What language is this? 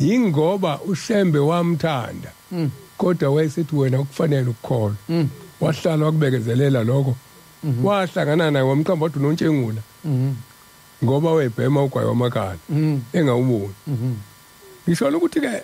Zulu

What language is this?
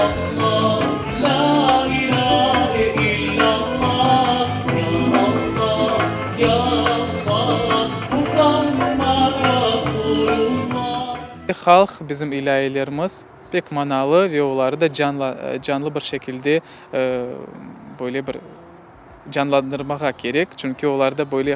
Crimean Tatar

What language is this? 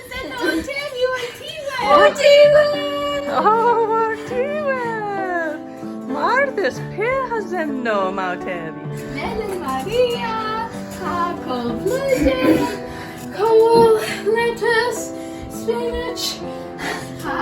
Cornish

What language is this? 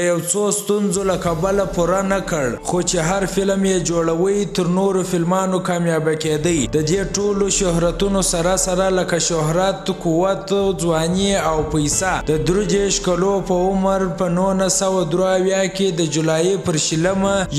Pashto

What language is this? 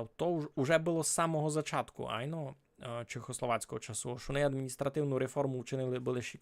Rusyn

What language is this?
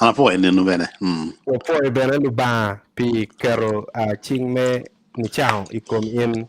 Acoli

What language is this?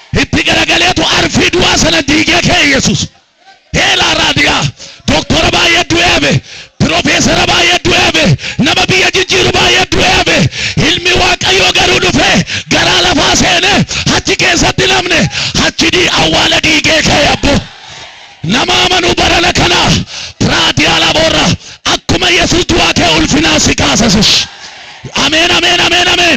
Oromo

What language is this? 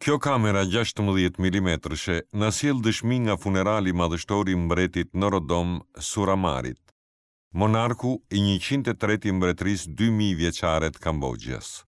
Albanian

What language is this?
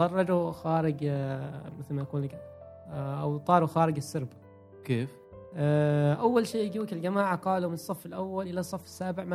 Gulf Arabic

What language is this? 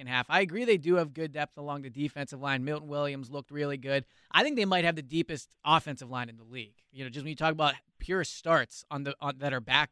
English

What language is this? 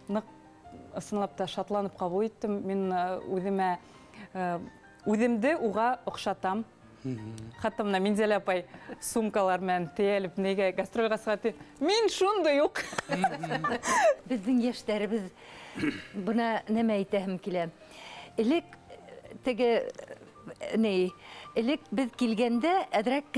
Bashkir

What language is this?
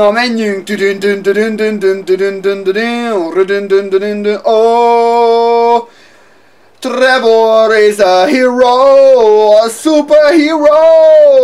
Hungarian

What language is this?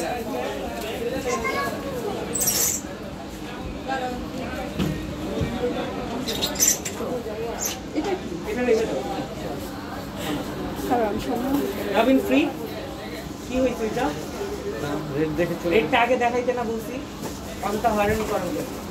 Bangla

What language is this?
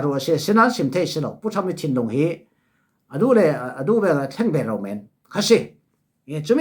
Falam Chin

